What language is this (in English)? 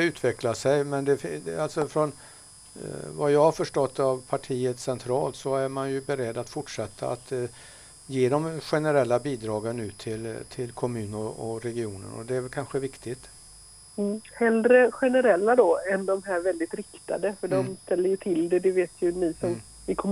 Swedish